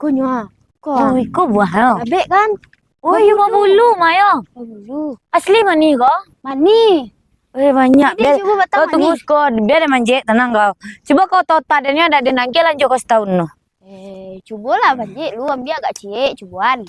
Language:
Minangkabau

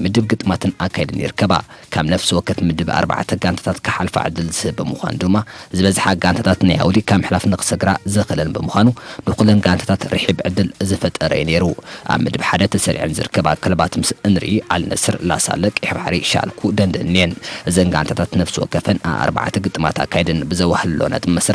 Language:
Tigrinya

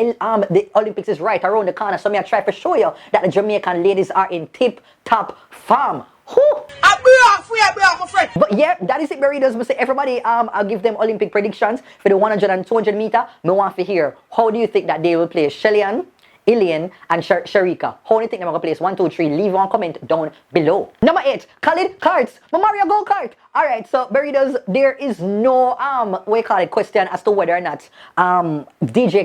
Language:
Jamaican Creole English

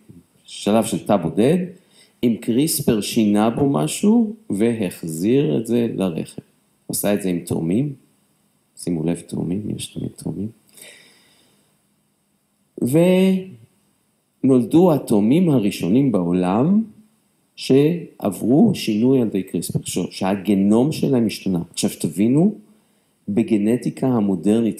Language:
Hebrew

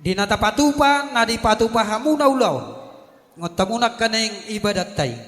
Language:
Batak Toba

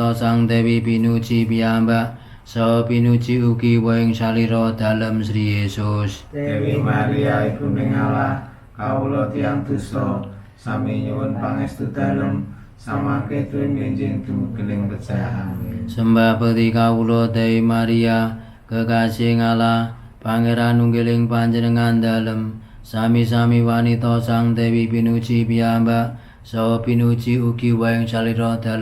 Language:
Javanese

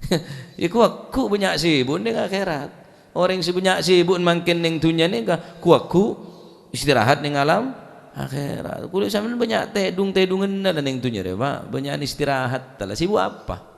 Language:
Madurese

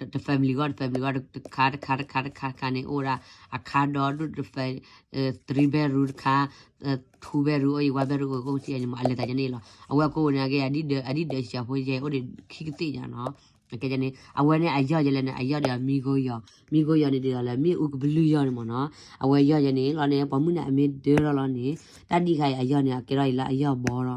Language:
S'gaw Karen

